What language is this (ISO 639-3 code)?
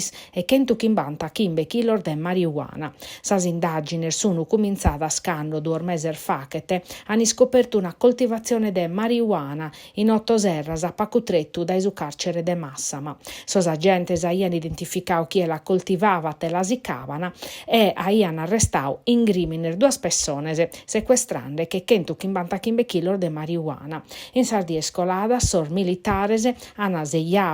srd